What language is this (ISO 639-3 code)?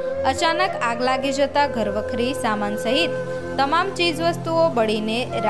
guj